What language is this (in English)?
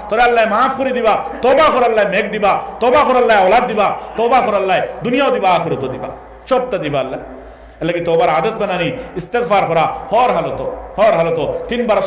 Sylheti